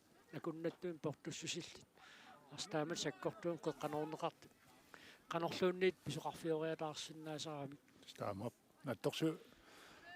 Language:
Kalaallisut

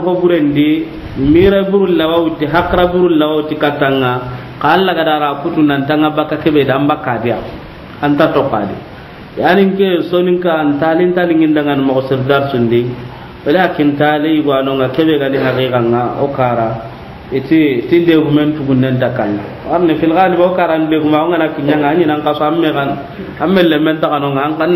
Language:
Soninke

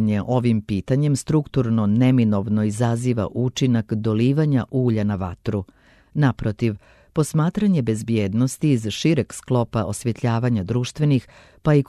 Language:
Serbian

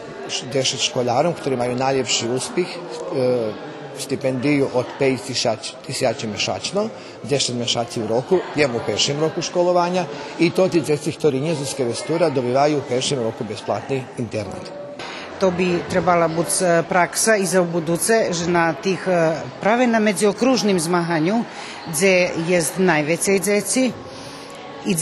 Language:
Rusyn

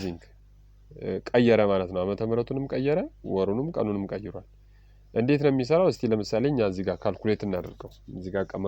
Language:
Amharic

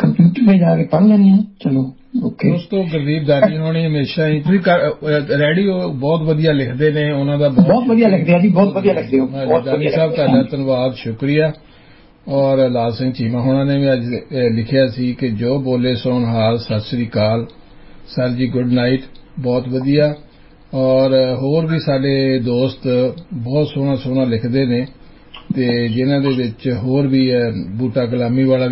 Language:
Punjabi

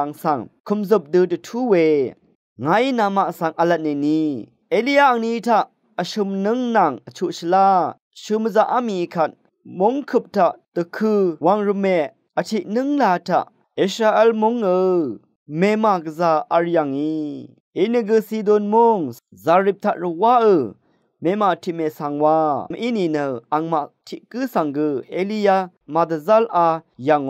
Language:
Rawang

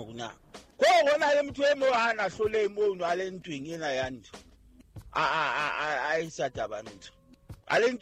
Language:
Southern Sotho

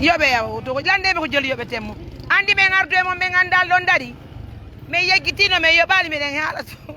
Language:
Pular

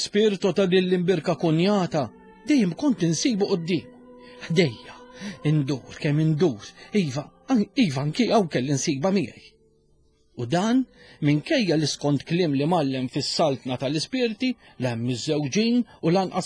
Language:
Maltese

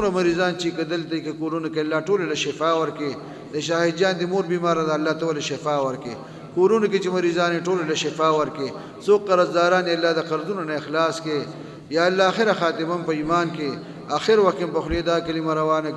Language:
Pashto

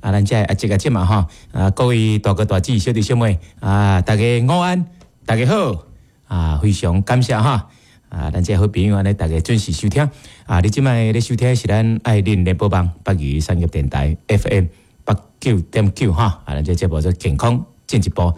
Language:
Min Nan Chinese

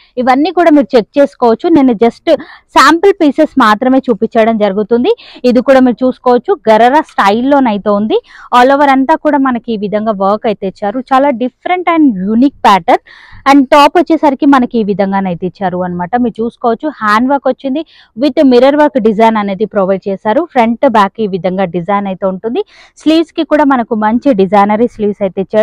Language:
Telugu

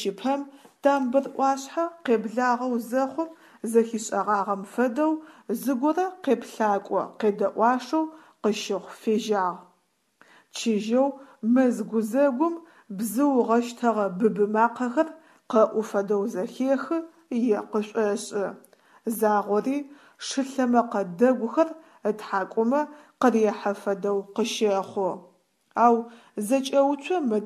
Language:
Adyghe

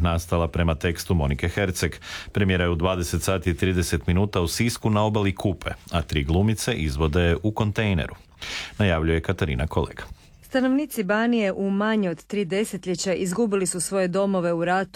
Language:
Croatian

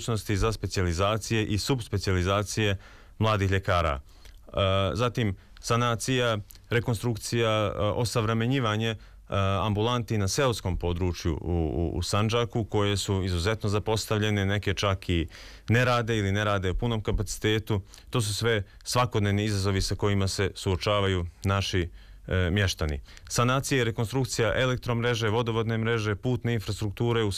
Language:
Serbian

